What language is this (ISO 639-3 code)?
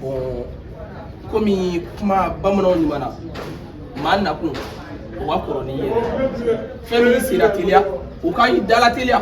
bam